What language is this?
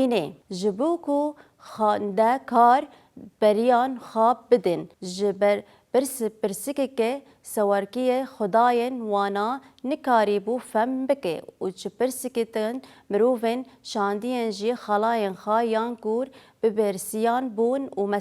Kurdish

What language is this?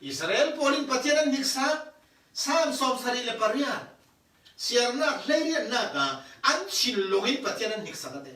Falam Chin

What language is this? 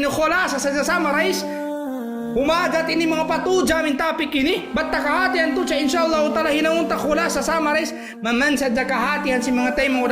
Tausug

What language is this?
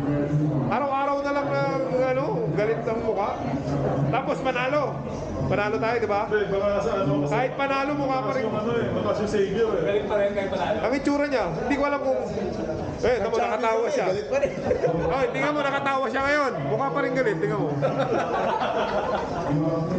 Filipino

